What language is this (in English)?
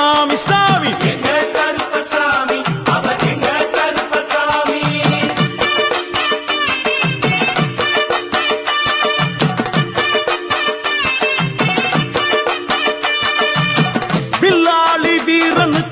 Tamil